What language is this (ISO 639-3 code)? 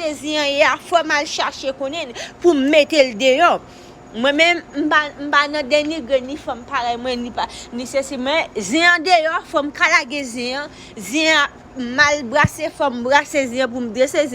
hat